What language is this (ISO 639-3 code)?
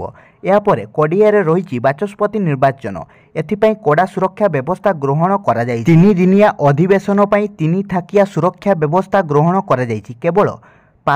ori